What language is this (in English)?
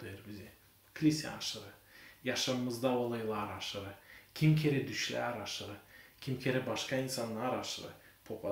Gagauz